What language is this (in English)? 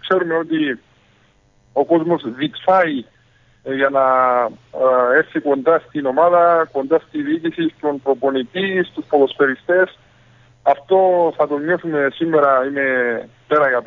Greek